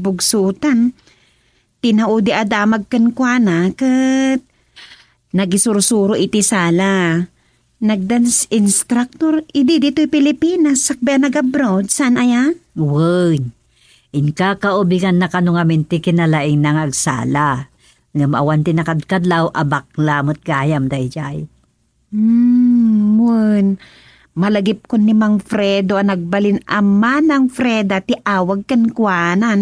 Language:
Iloko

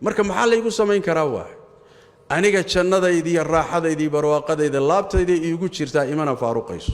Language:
Somali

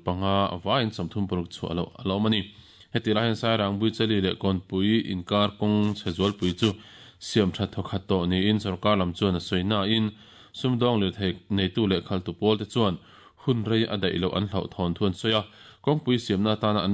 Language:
Mizo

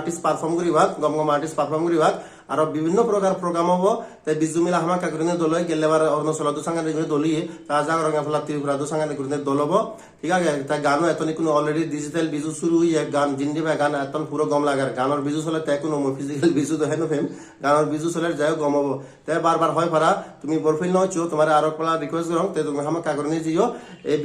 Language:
Chakma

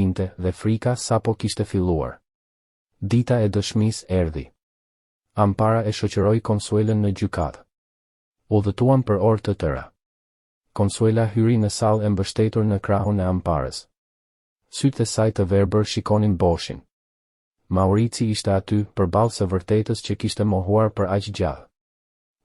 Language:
Albanian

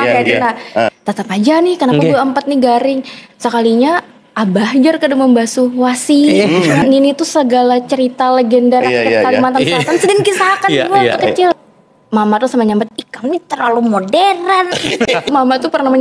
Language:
Banjar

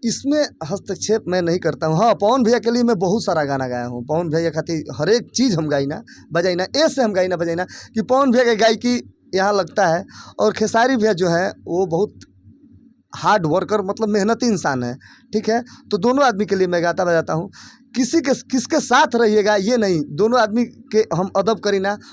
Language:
Bhojpuri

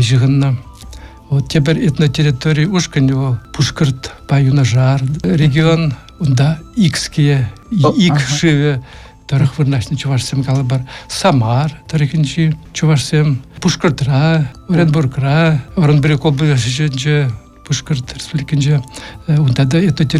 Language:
Chuvash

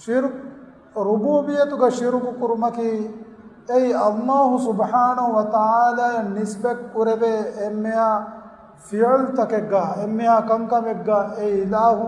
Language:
Divehi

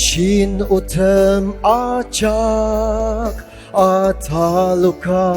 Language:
Ao Naga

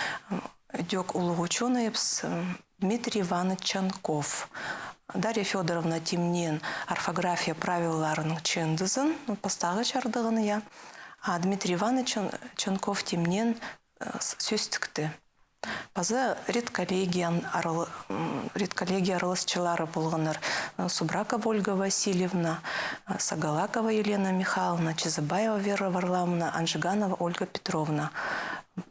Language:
Khakas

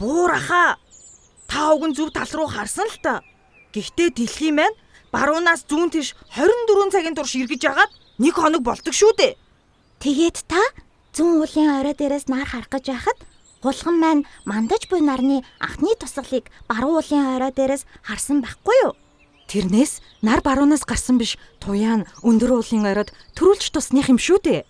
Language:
Mongolian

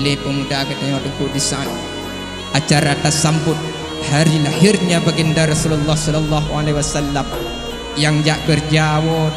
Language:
Achinese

